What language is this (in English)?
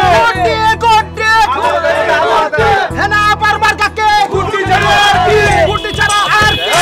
Bangla